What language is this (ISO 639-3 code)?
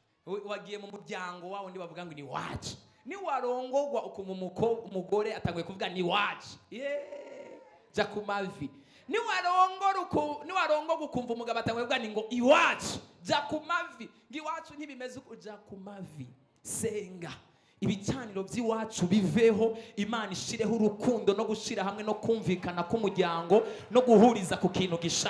run